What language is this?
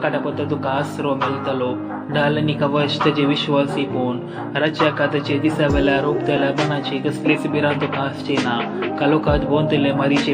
Konkani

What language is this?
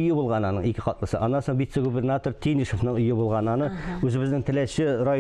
Tatar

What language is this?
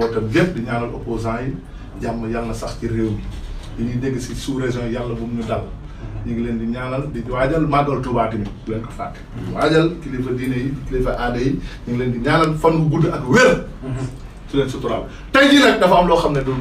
Wolof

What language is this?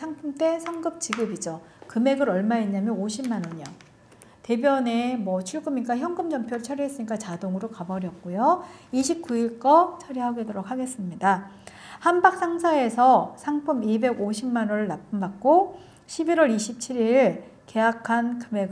Korean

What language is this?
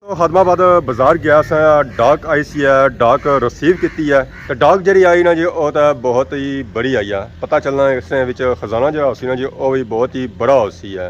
Pahari-Potwari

